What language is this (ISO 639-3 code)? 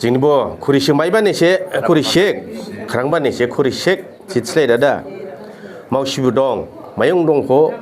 dis